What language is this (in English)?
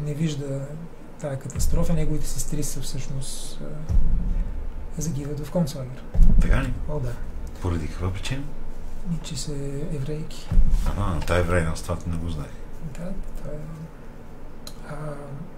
Bulgarian